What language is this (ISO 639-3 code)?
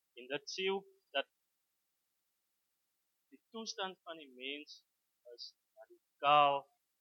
afr